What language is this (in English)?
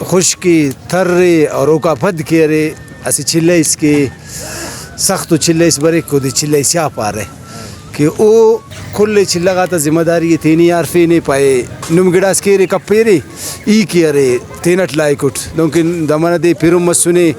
Brahui